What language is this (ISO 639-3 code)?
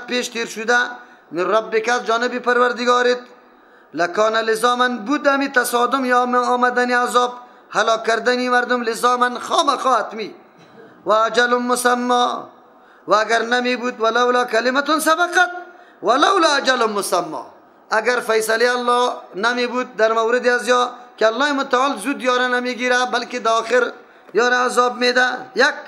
fas